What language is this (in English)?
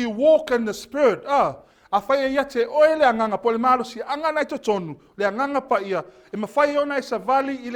Samoan